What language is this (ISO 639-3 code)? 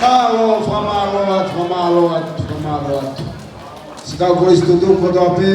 ton